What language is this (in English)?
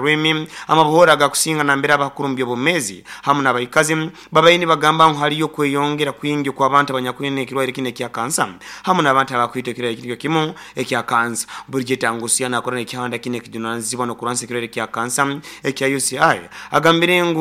Nyoro